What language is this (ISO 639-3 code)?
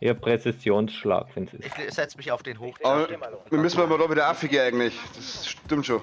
bar